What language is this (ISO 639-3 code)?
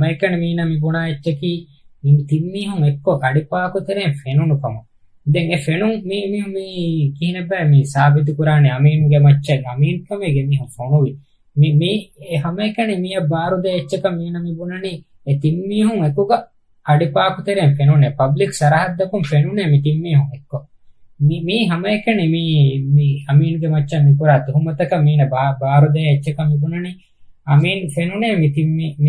div